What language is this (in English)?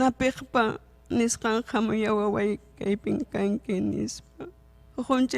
Ayacucho Quechua